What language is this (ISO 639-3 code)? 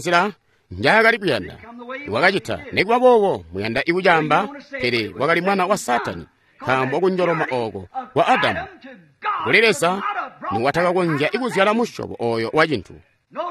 toi